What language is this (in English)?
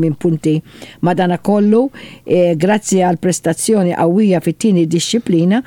Maltese